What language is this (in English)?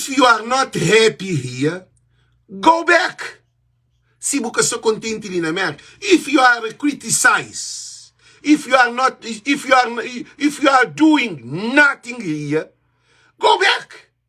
Kabuverdianu